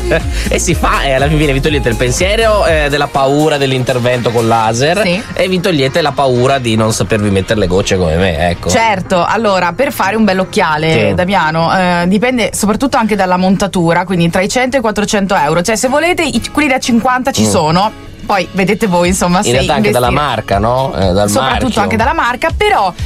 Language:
Italian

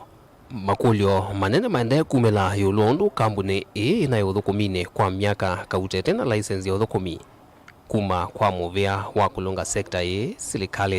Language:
Kamba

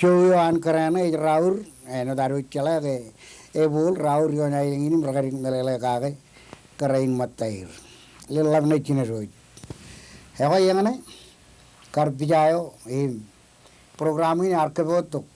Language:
Marshallese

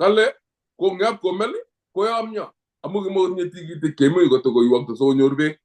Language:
Kalenjin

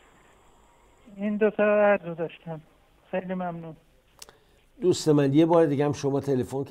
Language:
Persian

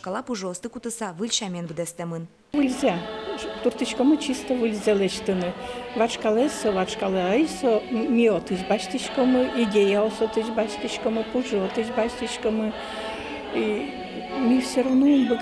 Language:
Udmurt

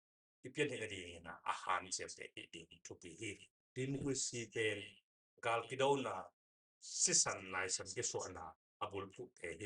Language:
Tedim Chin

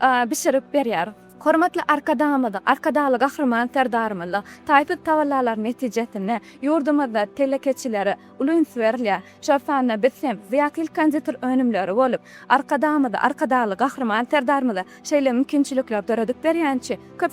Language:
Turkmen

